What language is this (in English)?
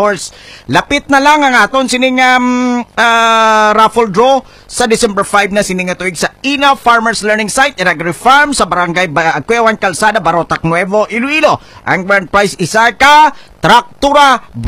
Hiligaynon